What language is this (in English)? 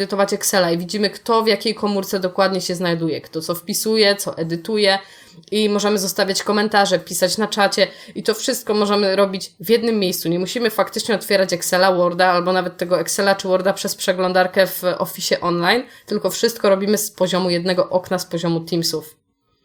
Polish